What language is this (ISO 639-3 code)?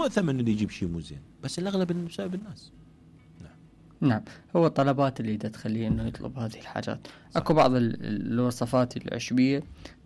acm